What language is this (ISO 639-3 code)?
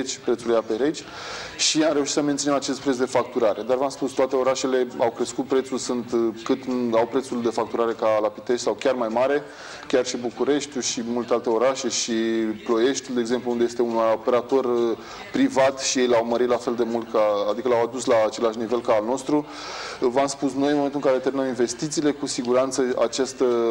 ron